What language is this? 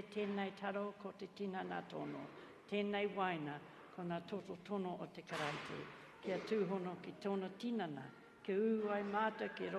Māori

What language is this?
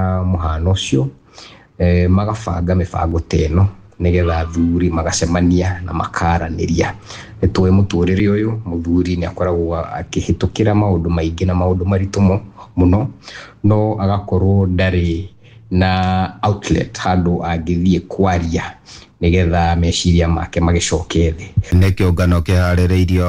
Kikuyu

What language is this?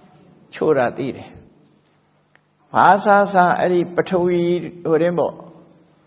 Burmese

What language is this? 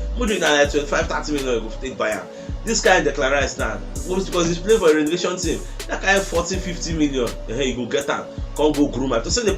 Nigerian Pidgin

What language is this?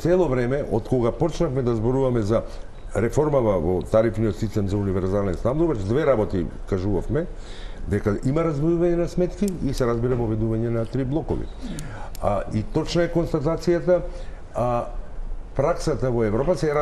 Macedonian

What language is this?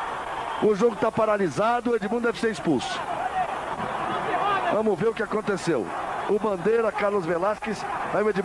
Portuguese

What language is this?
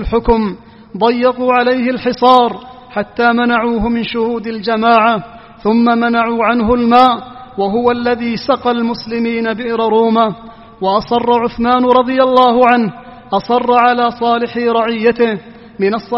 Arabic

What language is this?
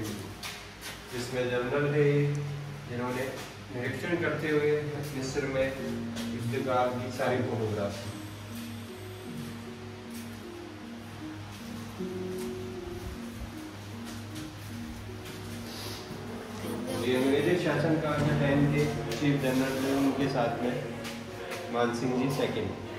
Hindi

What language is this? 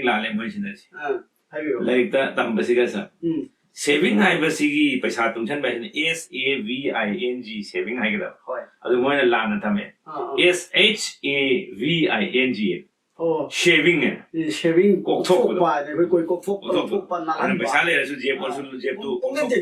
Manipuri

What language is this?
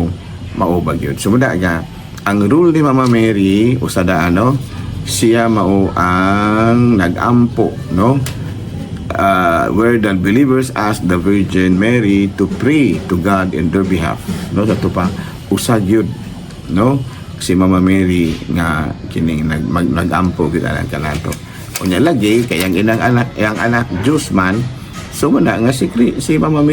Cebuano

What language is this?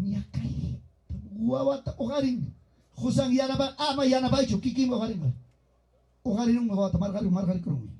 Ayacucho Quechua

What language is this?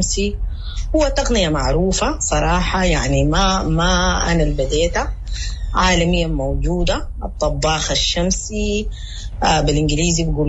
Sudanese Arabic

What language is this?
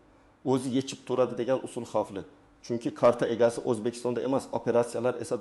Uzbek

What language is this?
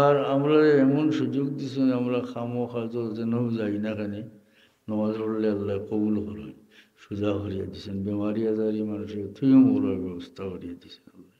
Sylheti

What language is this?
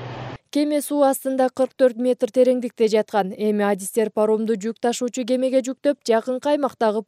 Kyrgyz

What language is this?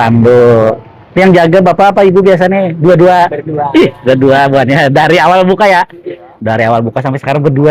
Banjar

